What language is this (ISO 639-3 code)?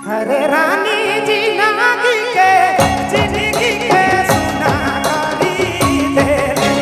sck